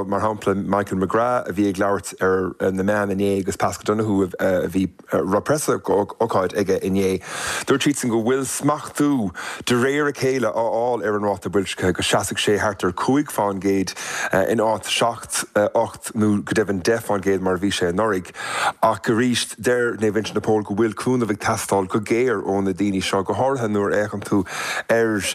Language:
Irish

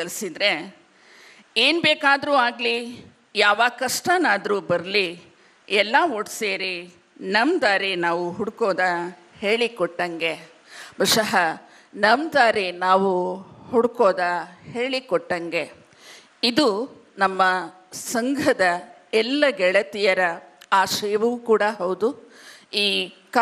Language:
Kannada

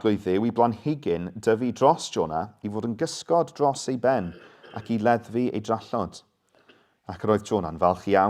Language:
Welsh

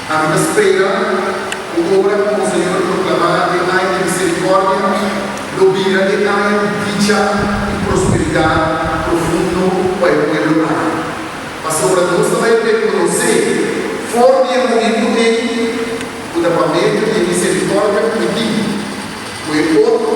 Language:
Papiamento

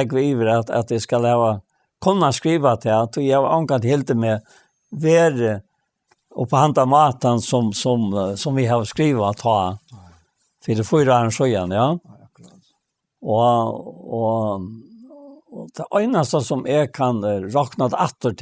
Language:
Faroese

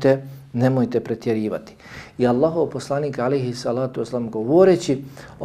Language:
Bosnian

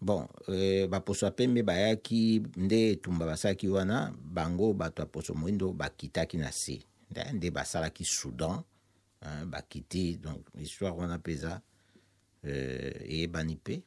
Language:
Lingala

